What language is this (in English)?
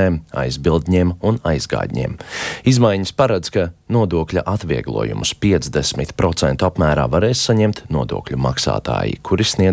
Latvian